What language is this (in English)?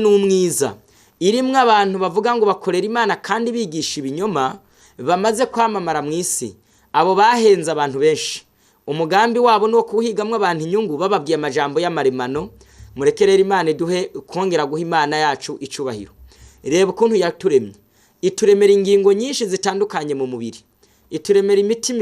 Rundi